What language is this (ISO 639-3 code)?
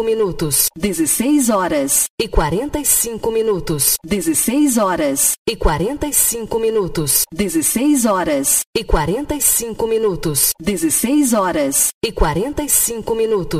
por